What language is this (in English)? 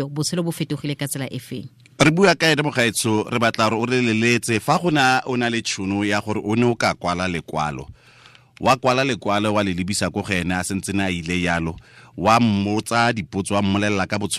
Tswana